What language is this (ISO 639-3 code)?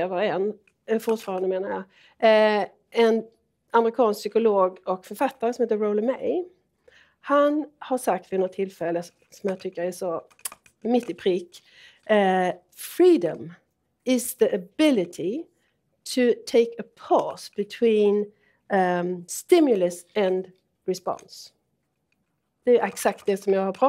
swe